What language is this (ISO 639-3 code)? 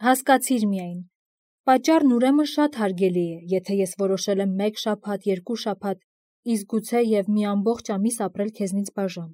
hye